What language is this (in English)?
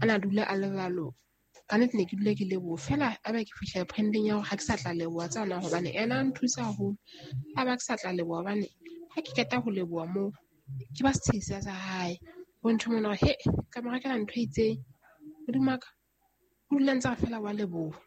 Southern Sotho